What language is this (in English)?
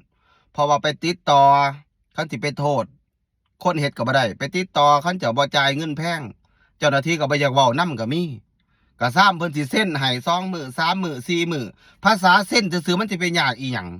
Lao